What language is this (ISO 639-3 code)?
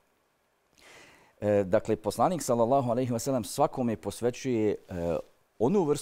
bos